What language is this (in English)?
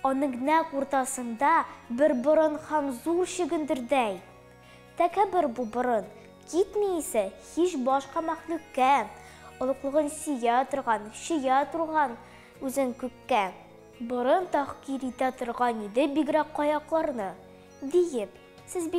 Tatar